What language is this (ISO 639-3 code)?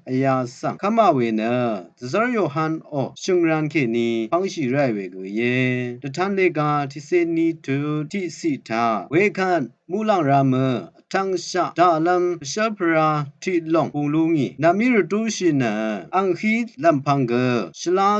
raw